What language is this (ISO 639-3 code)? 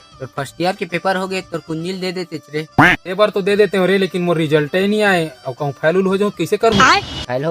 hne